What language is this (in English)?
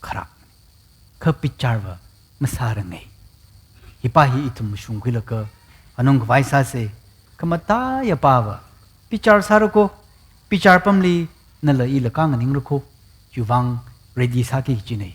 Tangkhul Naga (India)